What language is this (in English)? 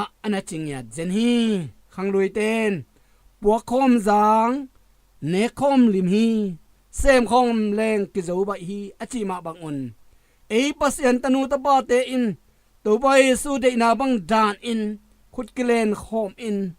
Tedim Chin